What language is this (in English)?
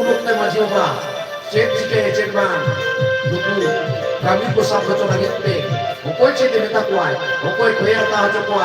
Santali